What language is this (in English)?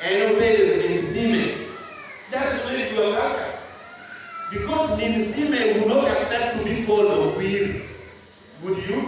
Teso